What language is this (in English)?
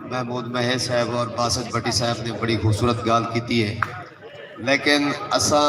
Saraiki